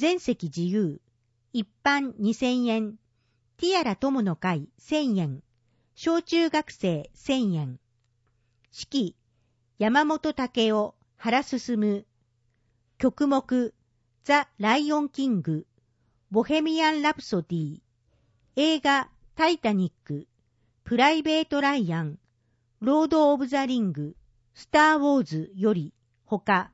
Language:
Japanese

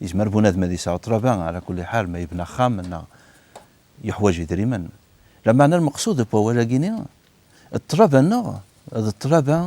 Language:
Kabyle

